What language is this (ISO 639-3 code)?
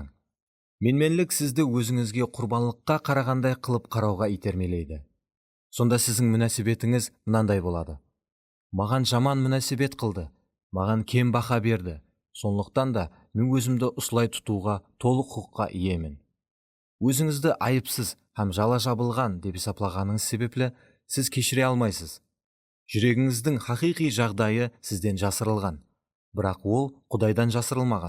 kaa